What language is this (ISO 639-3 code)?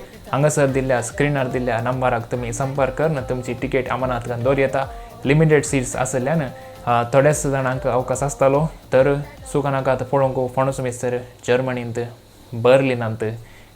kok